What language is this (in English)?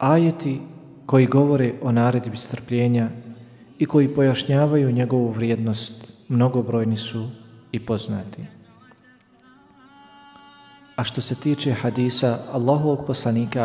Bosnian